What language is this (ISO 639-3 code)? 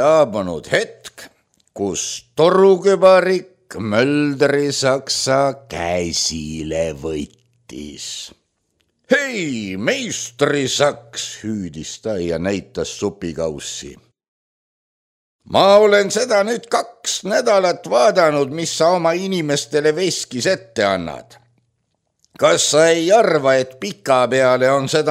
est